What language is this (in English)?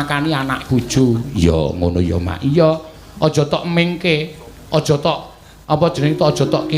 Javanese